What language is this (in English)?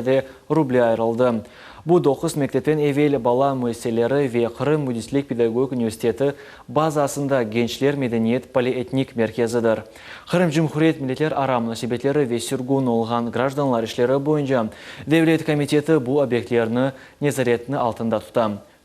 Crimean Tatar